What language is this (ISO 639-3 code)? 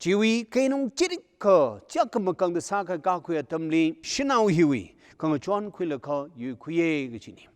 nmf